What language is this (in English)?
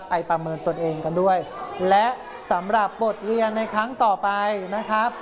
Thai